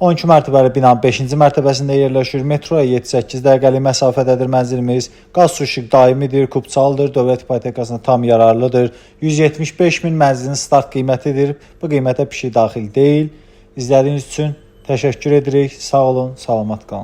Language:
Azerbaijani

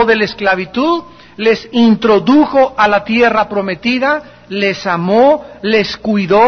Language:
Spanish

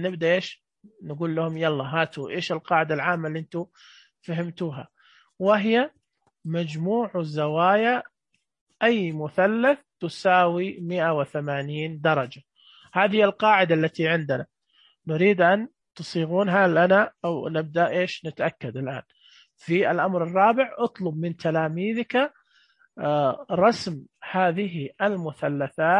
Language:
Najdi Arabic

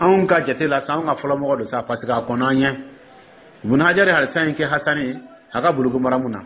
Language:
Dyula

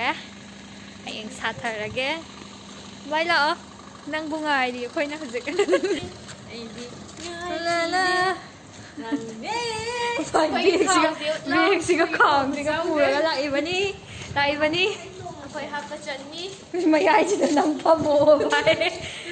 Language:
Manipuri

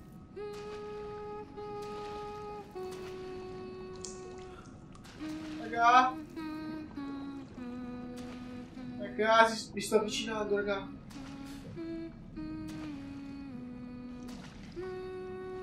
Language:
Italian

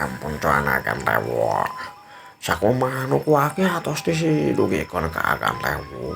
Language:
Sundanese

